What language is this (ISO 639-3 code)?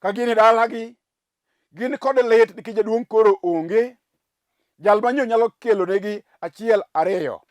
luo